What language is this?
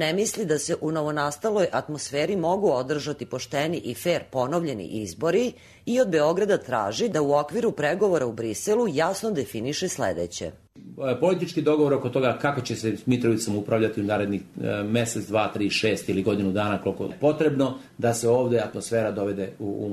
Serbian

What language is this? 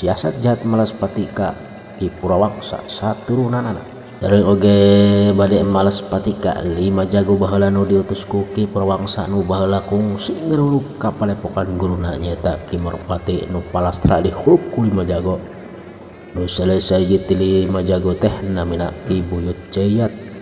Sundanese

